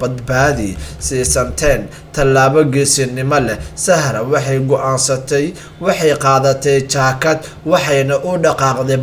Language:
Somali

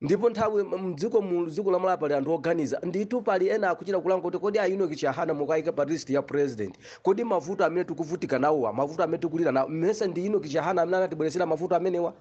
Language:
Nyanja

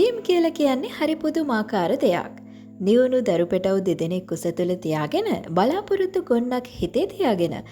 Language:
Sinhala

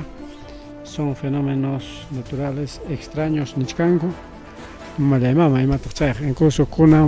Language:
Ayacucho Quechua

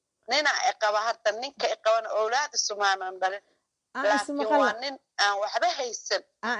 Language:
Somali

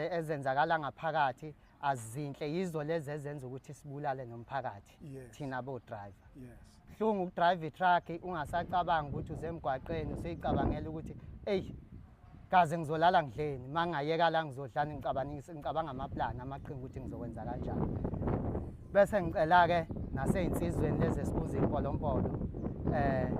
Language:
Zulu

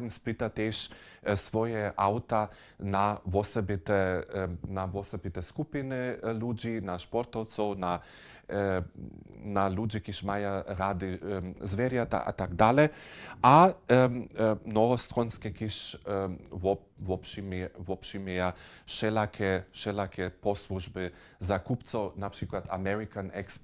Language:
Upper Sorbian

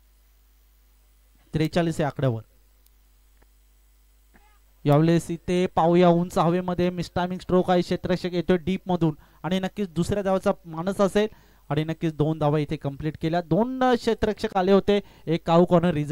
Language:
Marathi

